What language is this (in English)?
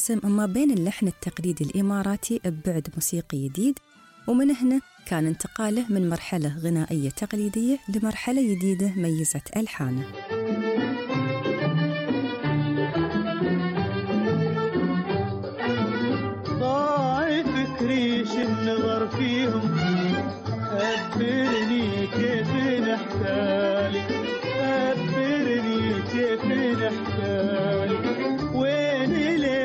Gulf Arabic